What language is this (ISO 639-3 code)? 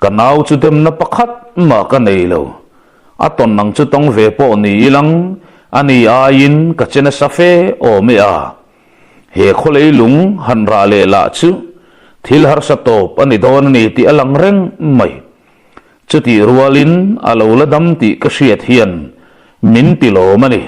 lus